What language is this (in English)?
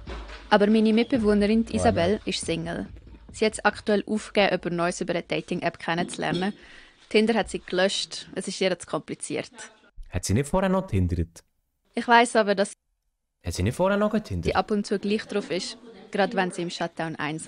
Swiss German